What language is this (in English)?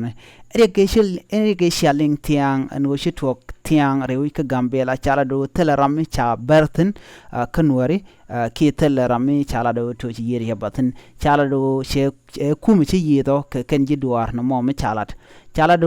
Nuer